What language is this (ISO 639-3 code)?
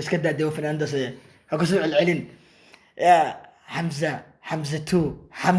som